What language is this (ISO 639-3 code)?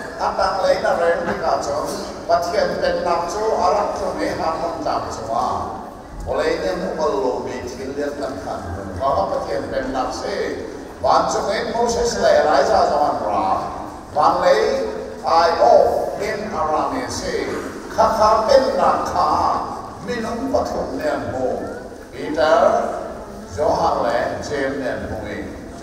cnh